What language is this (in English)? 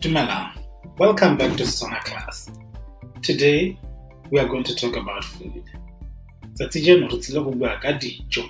Tswana